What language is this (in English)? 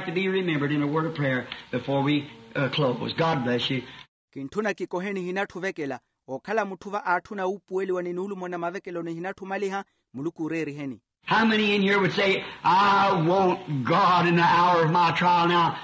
Makhuwa